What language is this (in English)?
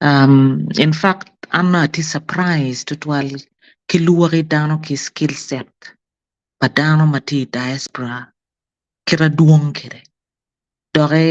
Acoli